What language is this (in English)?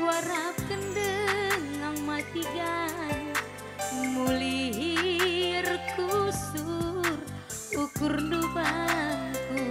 Batak Karo